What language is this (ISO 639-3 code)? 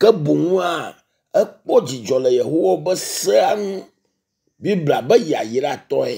ewe